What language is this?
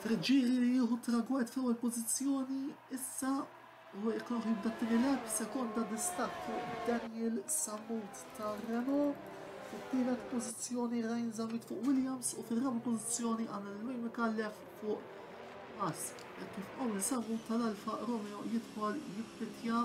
Maltese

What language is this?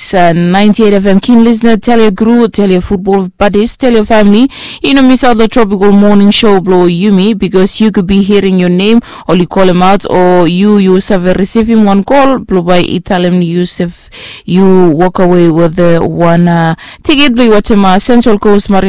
Bislama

